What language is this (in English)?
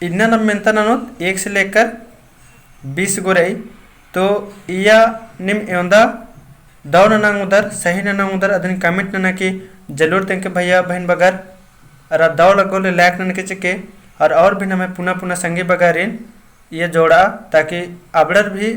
Kurukh